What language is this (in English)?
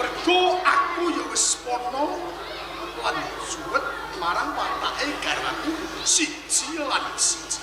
Javanese